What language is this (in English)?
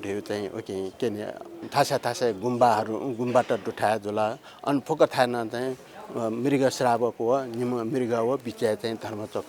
Newari